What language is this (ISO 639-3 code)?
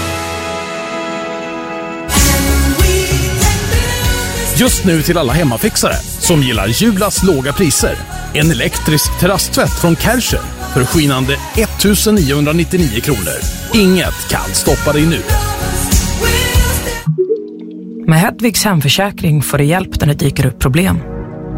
swe